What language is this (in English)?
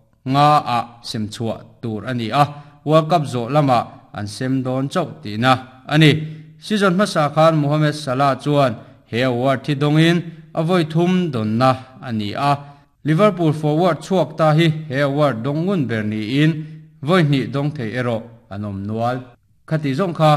Mizo